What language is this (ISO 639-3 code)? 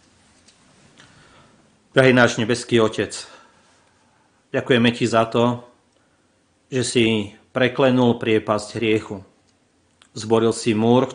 slk